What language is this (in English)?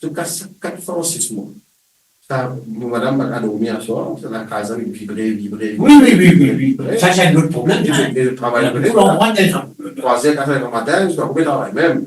Morisyen